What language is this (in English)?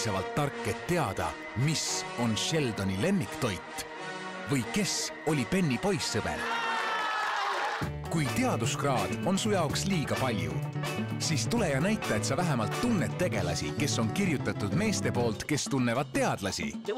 Estonian